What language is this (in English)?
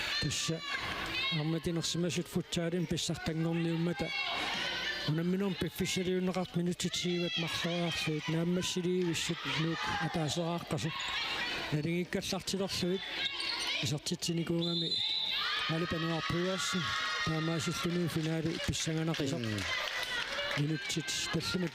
Kalaallisut